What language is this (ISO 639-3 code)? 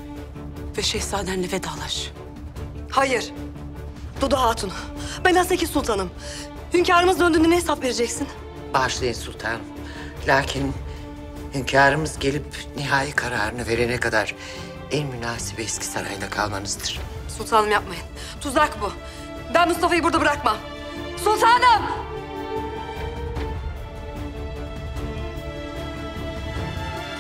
tur